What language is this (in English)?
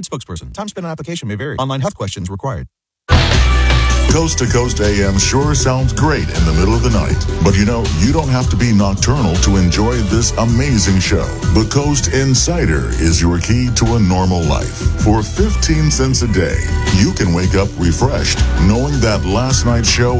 English